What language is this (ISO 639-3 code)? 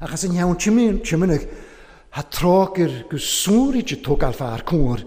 cym